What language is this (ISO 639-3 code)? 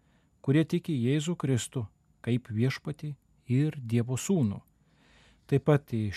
lit